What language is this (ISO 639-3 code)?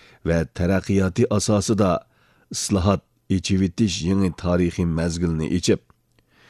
uig